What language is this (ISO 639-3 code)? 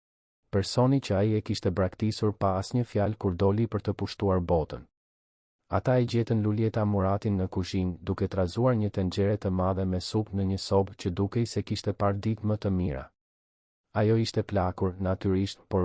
sqi